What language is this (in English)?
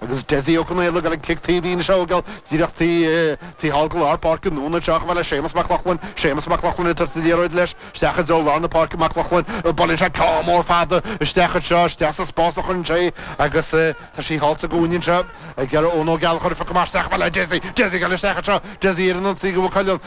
Irish